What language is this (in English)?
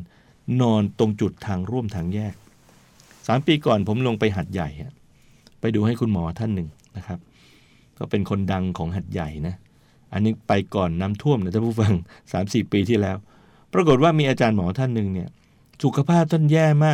Thai